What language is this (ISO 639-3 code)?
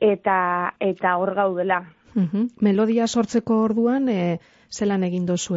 eus